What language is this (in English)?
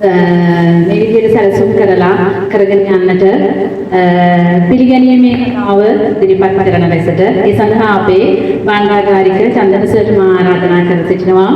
Sinhala